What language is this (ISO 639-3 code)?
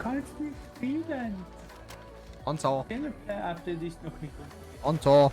bar